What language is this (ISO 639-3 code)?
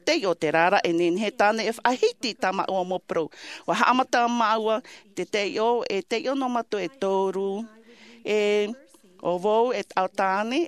tah